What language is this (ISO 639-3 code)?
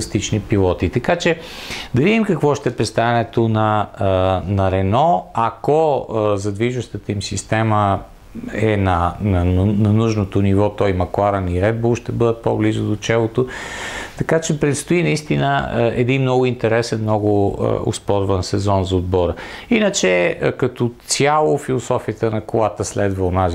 bul